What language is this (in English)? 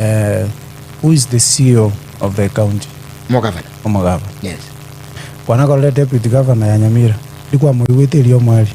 Gusii